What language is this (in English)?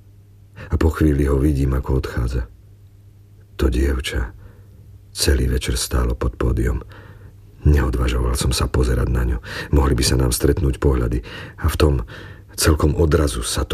Slovak